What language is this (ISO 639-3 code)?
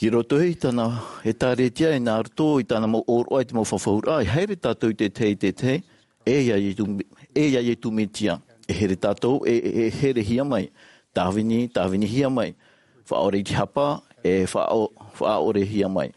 tah